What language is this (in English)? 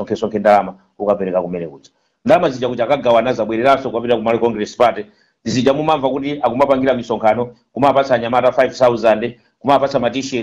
Nyanja